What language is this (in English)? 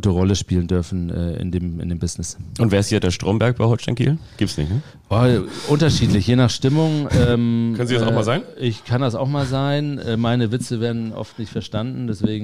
German